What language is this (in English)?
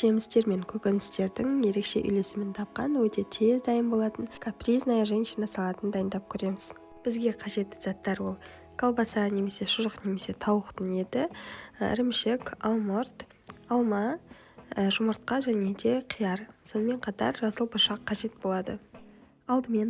Kazakh